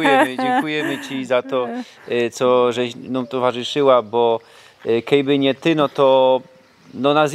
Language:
Silesian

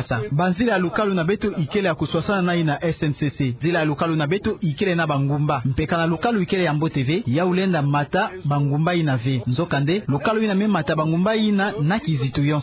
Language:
Kituba (Democratic Republic of Congo)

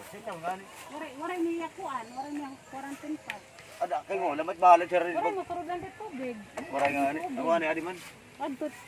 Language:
Waray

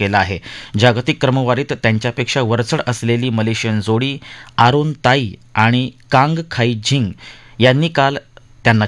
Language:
Marathi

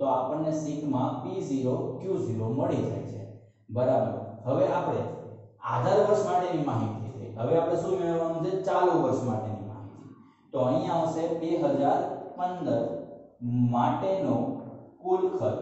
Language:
Gujarati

